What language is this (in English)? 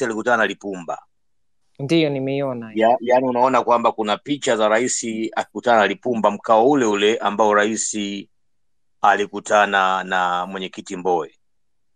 Swahili